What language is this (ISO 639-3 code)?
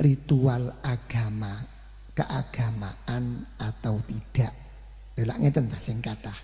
jav